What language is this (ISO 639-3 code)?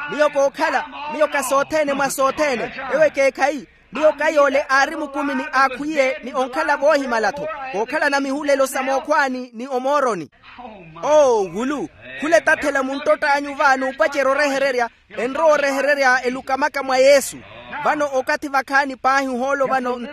vmw